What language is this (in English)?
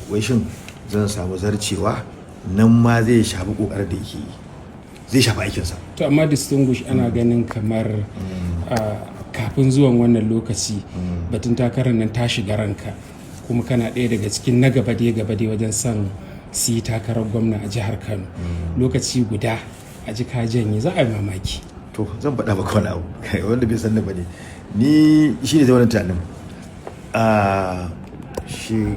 Hausa